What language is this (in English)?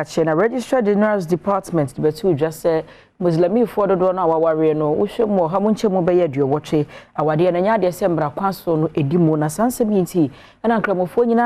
Akan